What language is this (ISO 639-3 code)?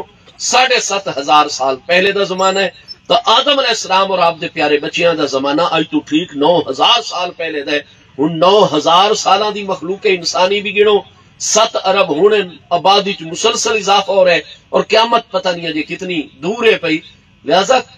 skr